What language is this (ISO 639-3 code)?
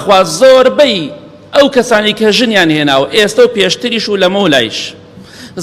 ckb